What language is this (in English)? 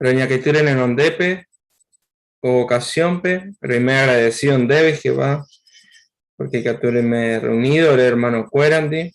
Guarani